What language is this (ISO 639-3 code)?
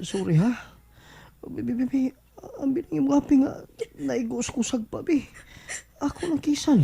ceb